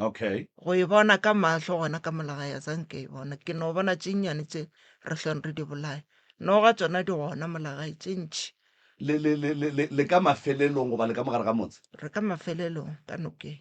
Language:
Northern Sotho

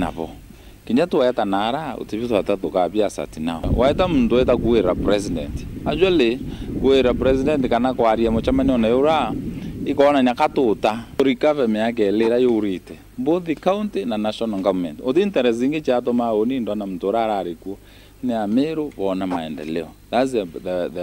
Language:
Meru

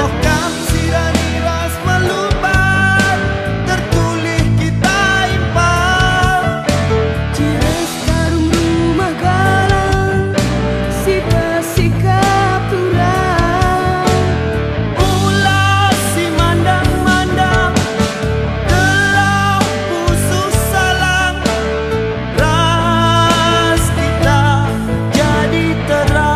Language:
Batak Karo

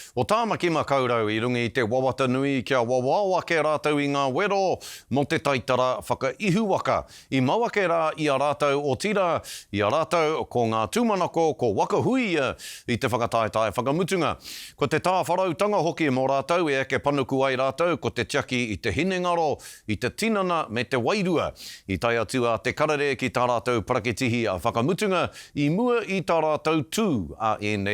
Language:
Māori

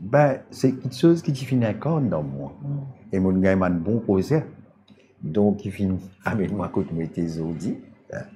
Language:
Morisyen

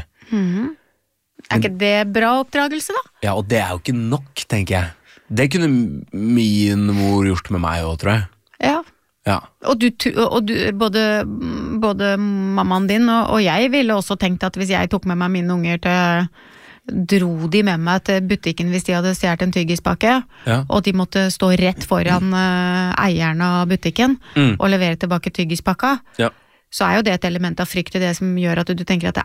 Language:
Norwegian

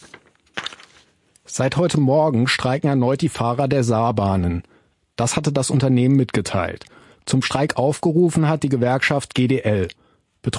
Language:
German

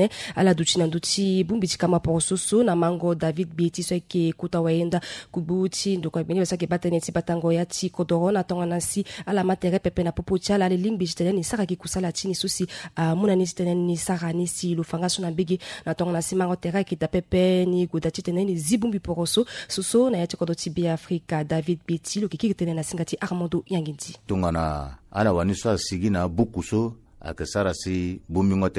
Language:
Sango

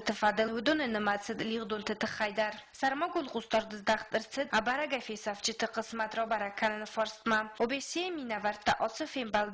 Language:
Ossetic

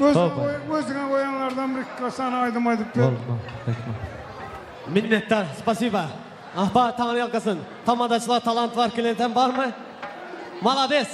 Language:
Turkmen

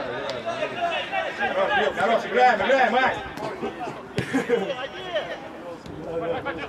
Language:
Russian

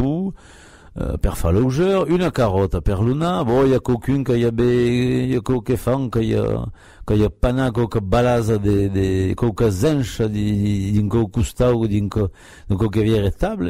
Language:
Occitan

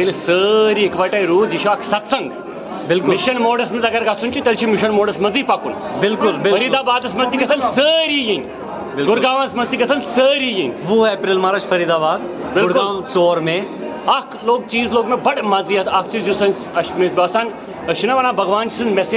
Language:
Kashmiri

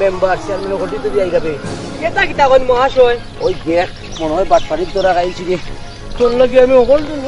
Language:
Sylheti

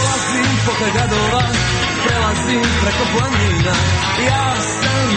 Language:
Croatian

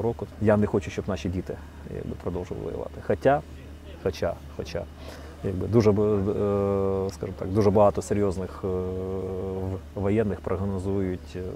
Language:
Ukrainian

